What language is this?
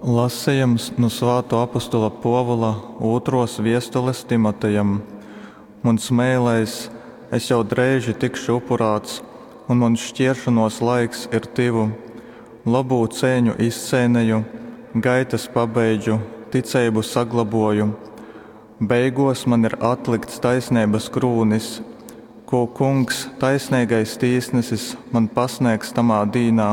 Latgalian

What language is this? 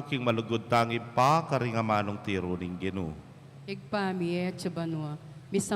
Pampanga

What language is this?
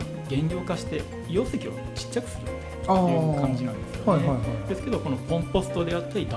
Japanese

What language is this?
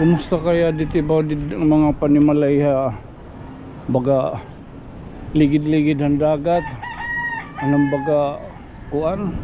Waray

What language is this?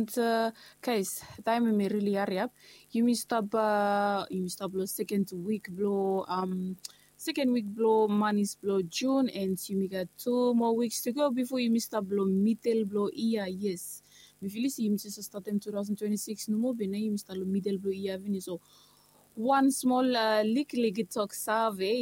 Bislama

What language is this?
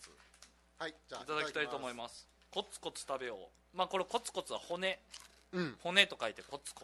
Japanese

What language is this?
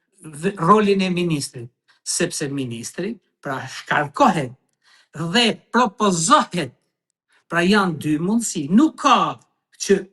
Albanian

